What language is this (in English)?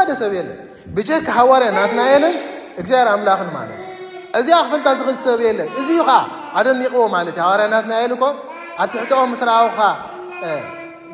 Tigrinya